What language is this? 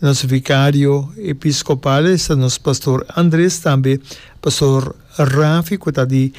Papiamento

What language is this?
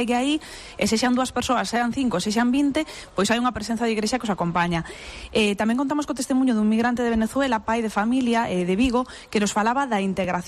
Galician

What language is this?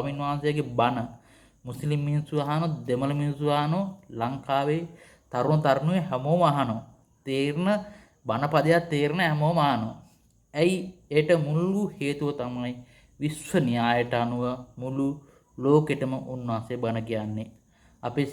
Sinhala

